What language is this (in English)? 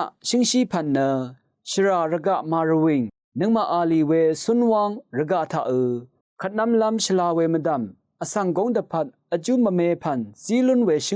Rawang